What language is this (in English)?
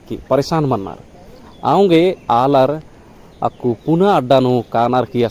Kurukh